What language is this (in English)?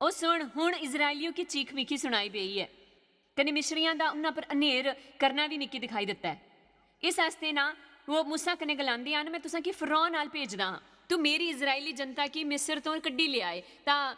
Dogri